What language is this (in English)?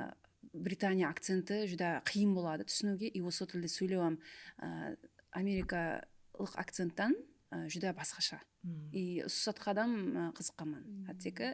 Kara-Kalpak